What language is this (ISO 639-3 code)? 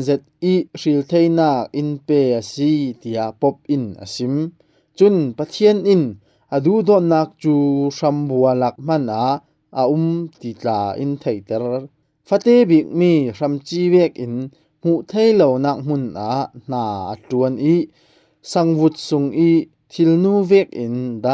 cfm